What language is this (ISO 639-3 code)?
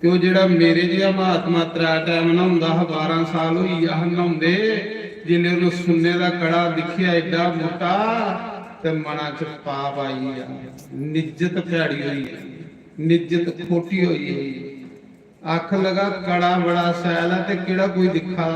doi